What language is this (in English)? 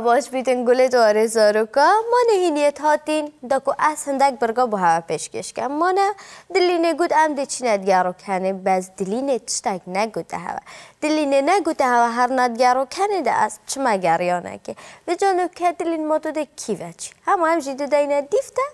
Kurdish